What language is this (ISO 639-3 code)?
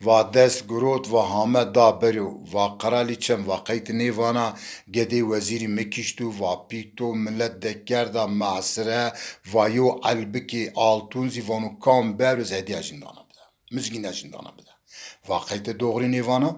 zza